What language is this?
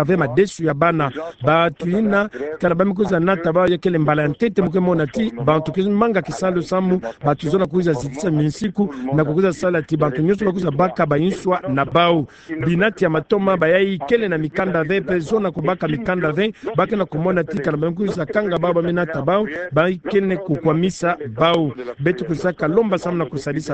Kituba (Democratic Republic of Congo)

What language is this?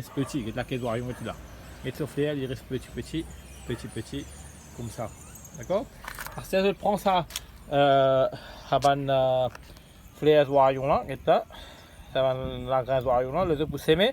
Morisyen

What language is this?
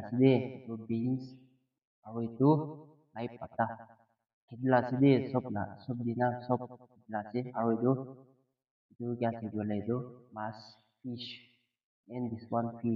Naga Pidgin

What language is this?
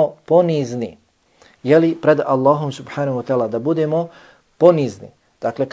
Bosnian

